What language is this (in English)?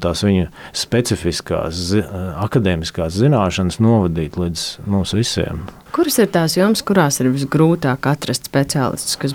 Latvian